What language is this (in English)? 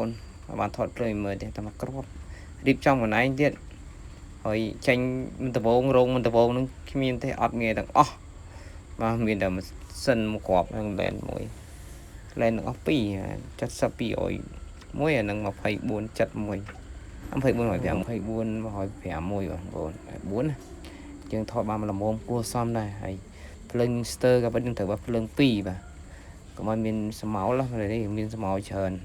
Khmer